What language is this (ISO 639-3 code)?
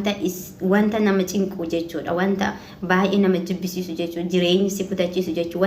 orm